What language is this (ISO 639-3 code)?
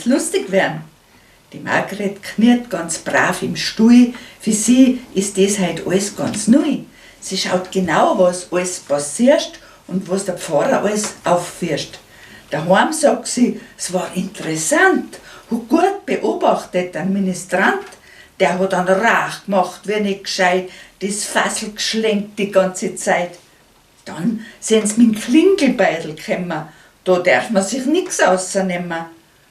bar